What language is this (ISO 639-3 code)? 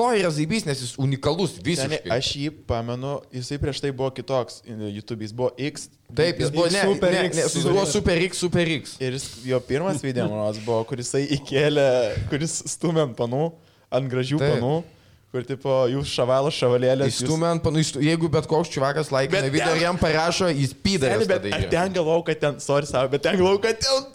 lit